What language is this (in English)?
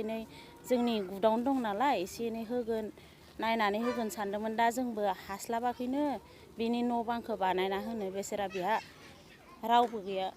Bodo